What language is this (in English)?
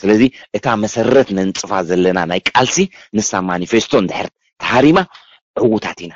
Tigrinya